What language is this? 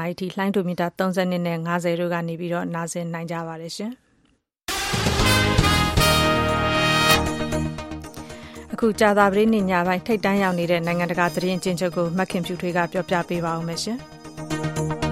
Burmese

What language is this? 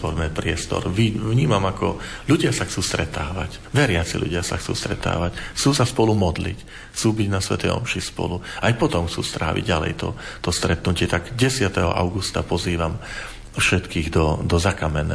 Slovak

